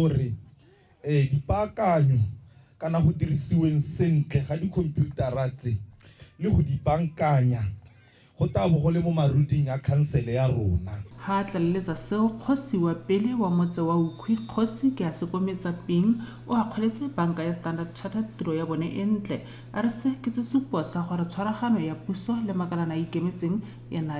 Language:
Tswana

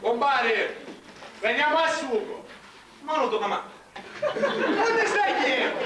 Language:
Sicilian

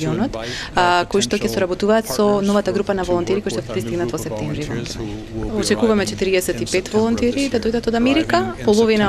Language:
Macedonian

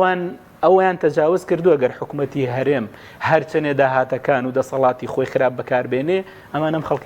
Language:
Central Kurdish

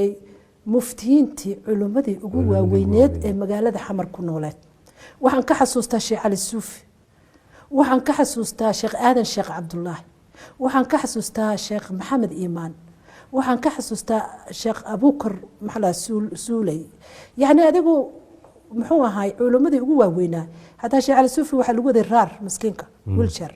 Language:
Somali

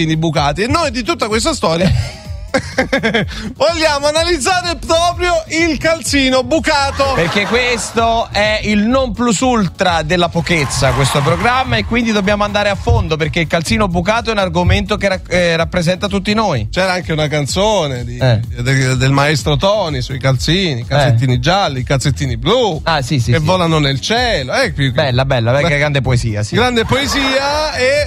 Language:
Italian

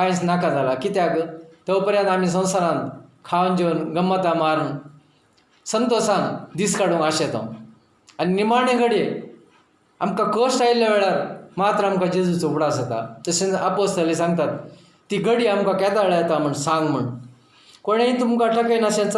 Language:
Konkani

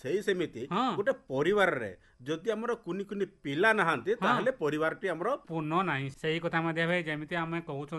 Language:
Odia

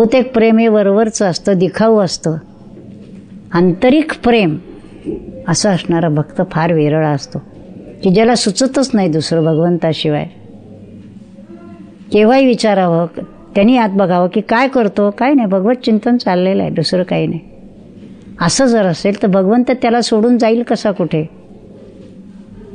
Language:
Marathi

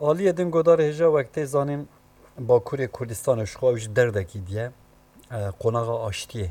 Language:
Kurdish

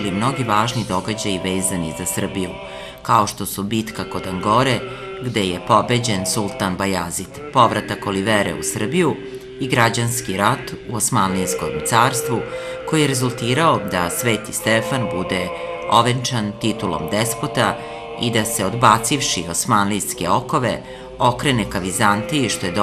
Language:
Serbian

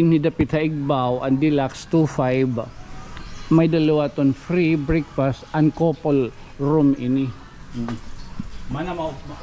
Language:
Waray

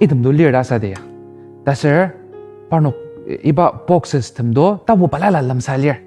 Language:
Ao Naga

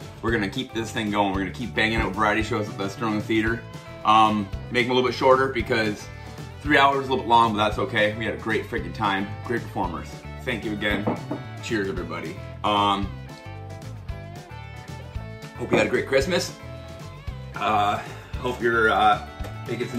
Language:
English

